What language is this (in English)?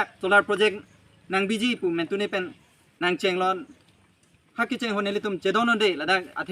Karbi